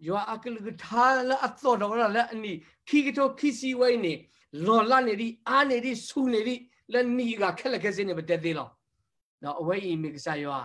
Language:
S'gaw Karen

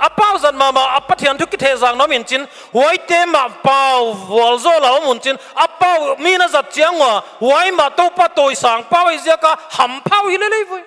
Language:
Paite Chin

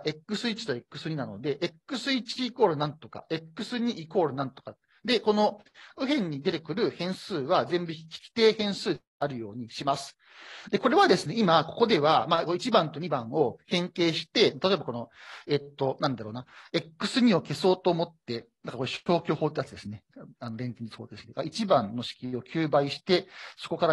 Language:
Japanese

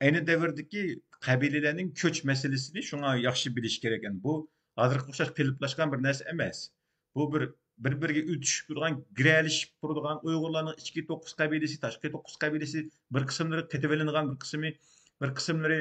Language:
Uyghur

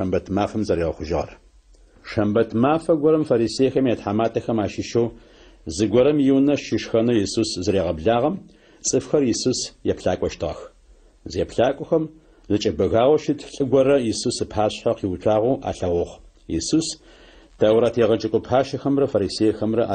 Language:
Adyghe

